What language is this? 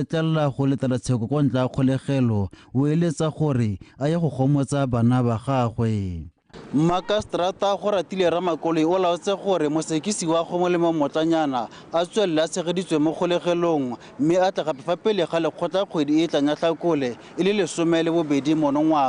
Tswana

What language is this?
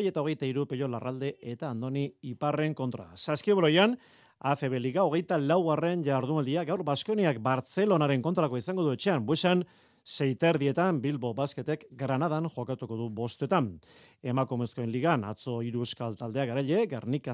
Basque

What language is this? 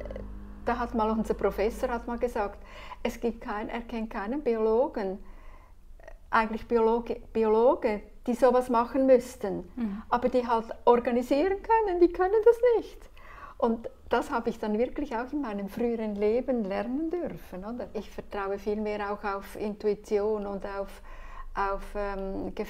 German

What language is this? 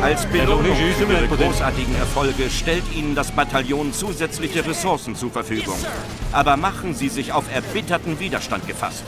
Bavarian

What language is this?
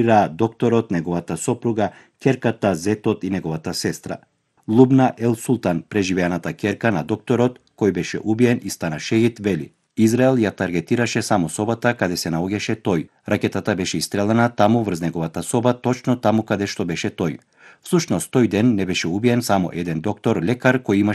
Macedonian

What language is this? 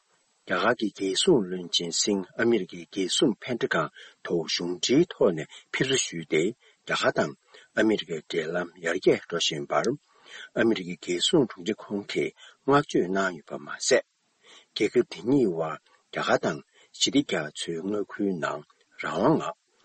Tibetan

